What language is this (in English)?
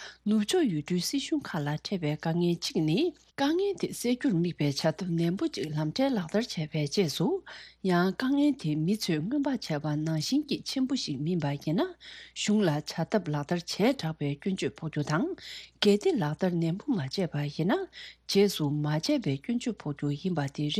Tibetan